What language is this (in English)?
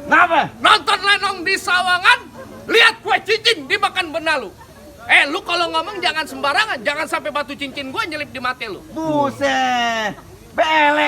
Betawi